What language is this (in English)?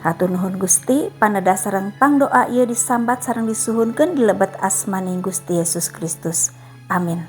Sundanese